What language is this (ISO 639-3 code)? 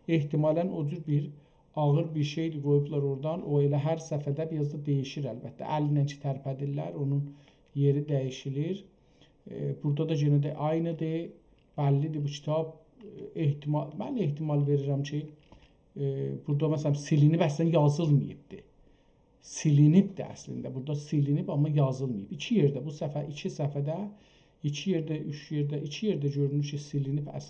azb